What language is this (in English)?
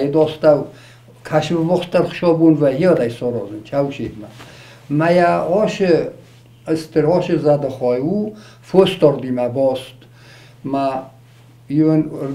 Ossetic